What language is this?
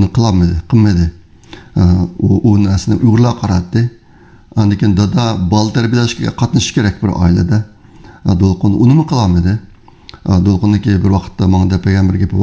Uyghur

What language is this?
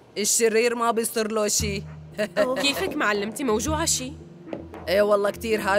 North Levantine Arabic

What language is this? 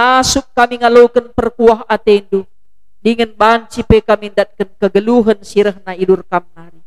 Batak Karo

